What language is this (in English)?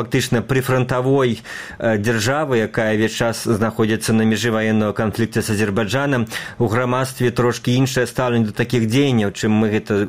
Belarusian